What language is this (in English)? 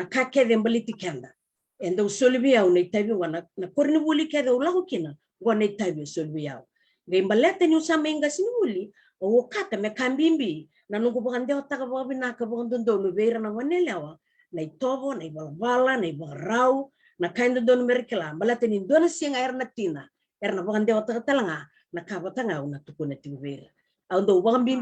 Fijian